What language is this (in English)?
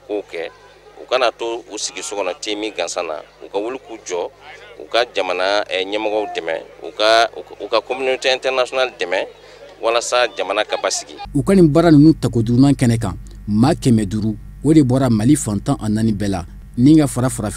Bambara